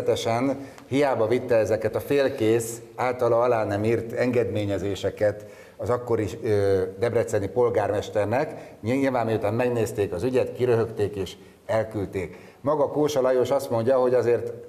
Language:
Hungarian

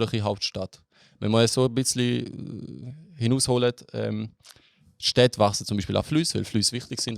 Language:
Swiss German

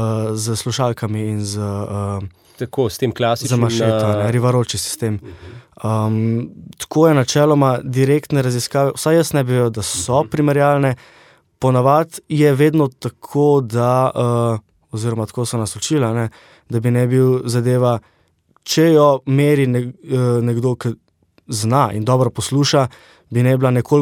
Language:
Slovenian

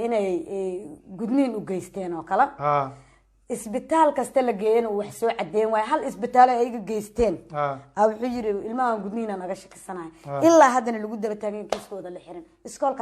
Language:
Somali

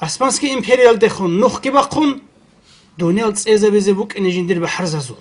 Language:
Avaric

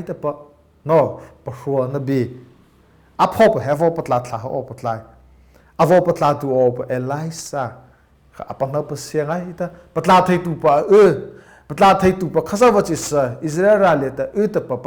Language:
Mara Chin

